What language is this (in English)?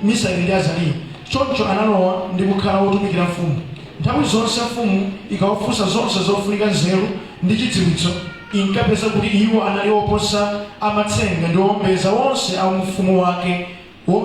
Nyanja